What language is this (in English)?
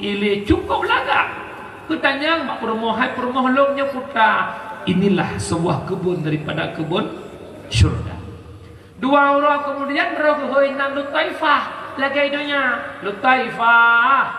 Achinese